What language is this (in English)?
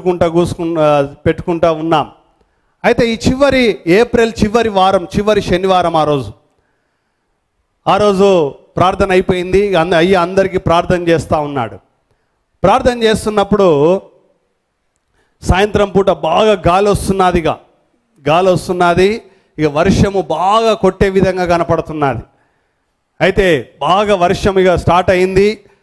Telugu